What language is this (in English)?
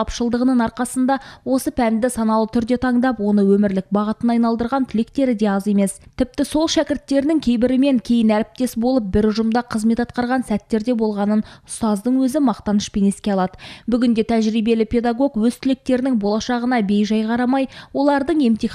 Kazakh